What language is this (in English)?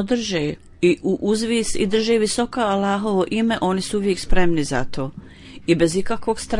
Bosnian